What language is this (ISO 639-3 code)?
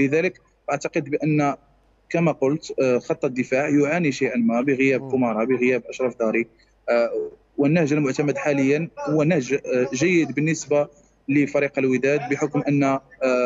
arz